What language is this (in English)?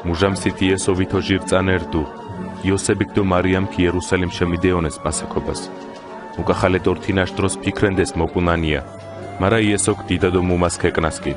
Mingrelian